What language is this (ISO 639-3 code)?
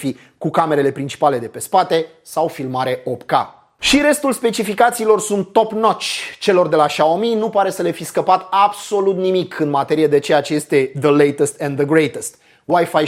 ron